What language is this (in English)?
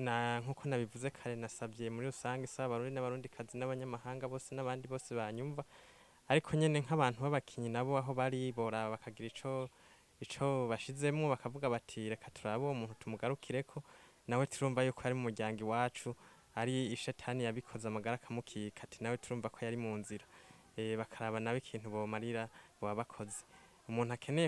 Rundi